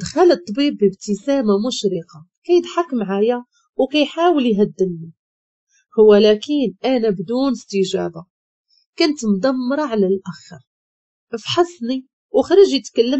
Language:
Moroccan Arabic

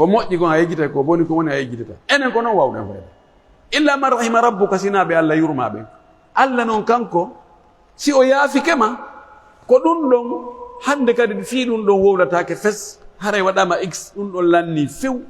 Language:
Pular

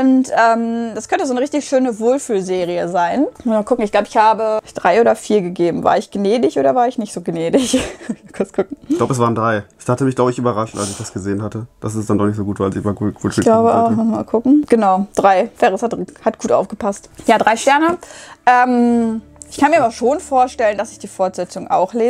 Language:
German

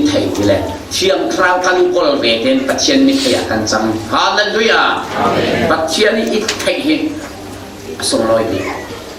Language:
Falam Chin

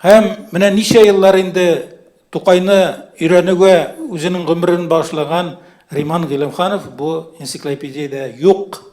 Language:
Tatar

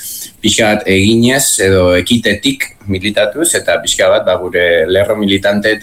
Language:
Basque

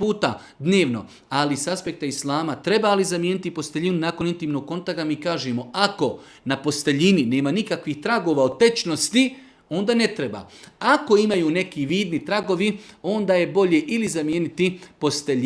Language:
Bosnian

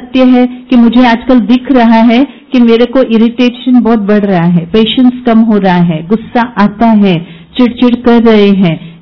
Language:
Hindi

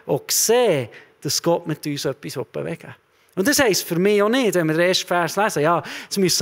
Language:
Swiss German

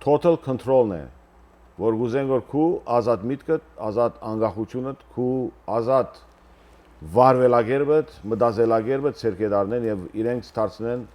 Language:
Western Armenian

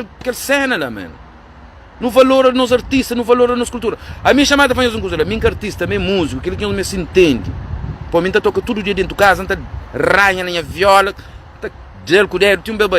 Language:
Kabuverdianu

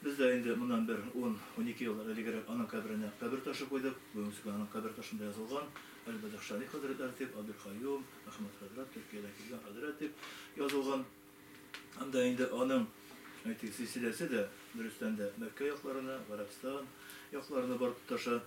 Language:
Bashkir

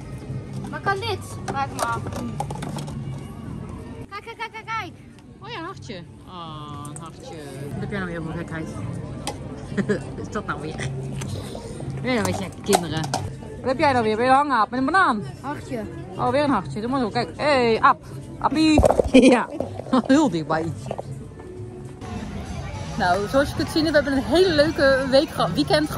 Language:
Dutch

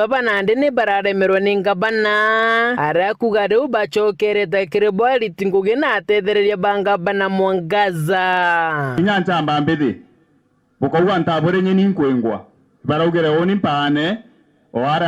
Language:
Meru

